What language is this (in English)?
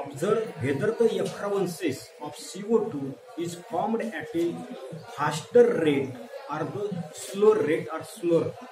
Marathi